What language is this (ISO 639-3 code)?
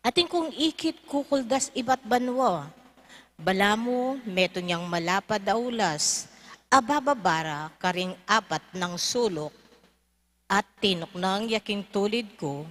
pam